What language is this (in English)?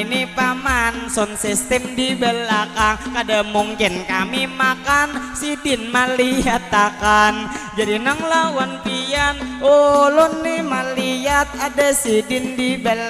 Banjar